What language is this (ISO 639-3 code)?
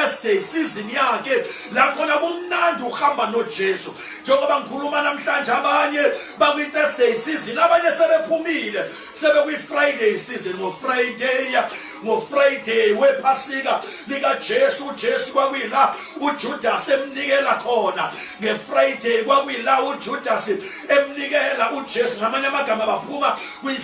zul